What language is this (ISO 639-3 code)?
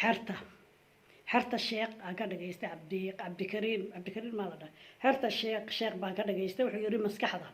som